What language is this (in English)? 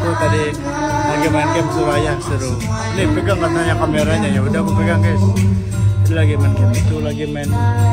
Indonesian